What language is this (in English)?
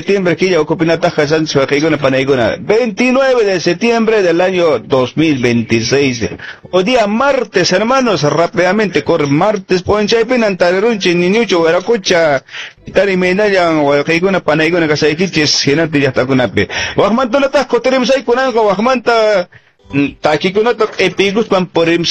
Quechua